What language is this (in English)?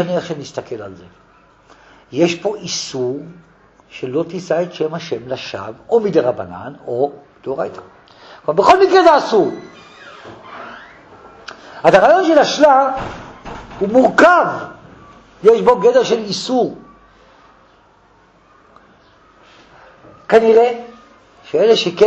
Hebrew